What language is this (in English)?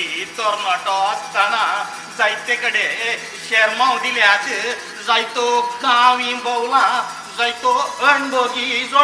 Konkani